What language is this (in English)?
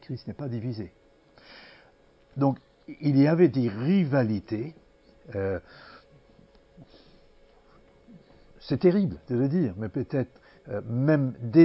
French